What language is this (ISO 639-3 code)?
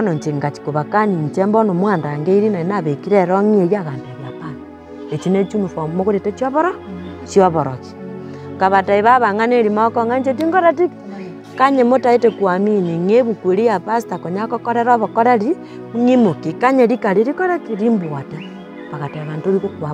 guz